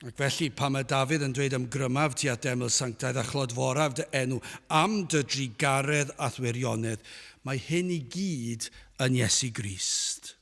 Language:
Welsh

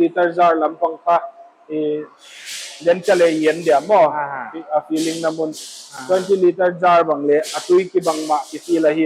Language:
Paite Chin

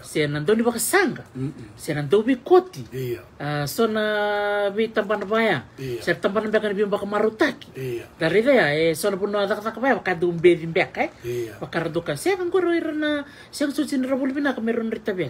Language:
Fijian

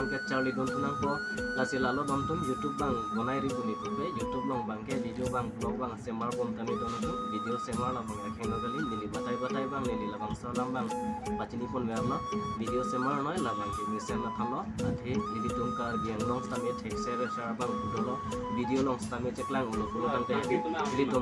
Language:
Karbi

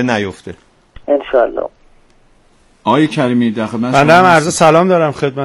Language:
Persian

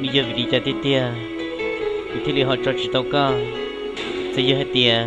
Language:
Hmong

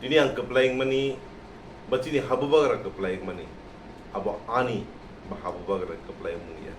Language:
Kok Borok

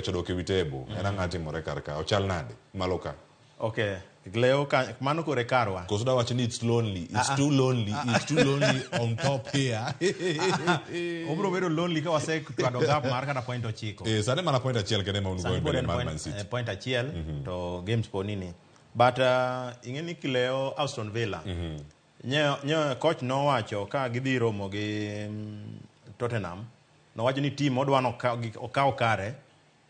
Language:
Luo (Kenya and Tanzania)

